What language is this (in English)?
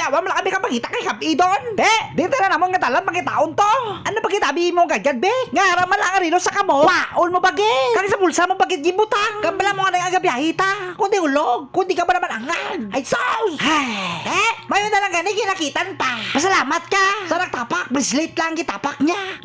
Hiligaynon